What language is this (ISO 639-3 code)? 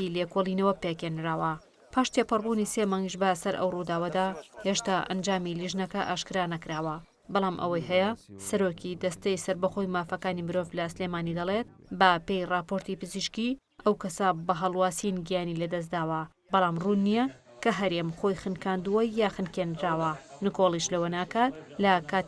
ckb